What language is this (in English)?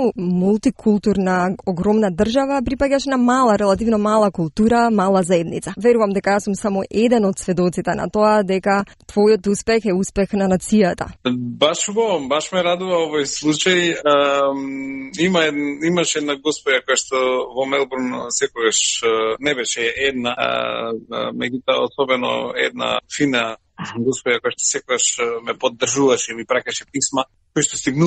Macedonian